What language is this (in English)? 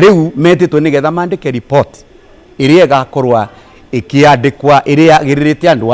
Kikuyu